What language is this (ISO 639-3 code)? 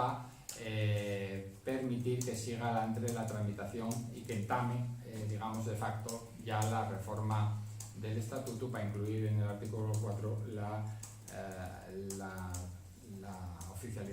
ast